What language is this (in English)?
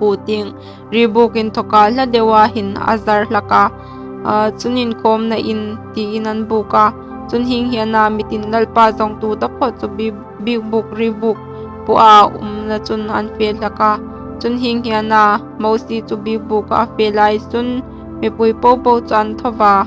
Hmar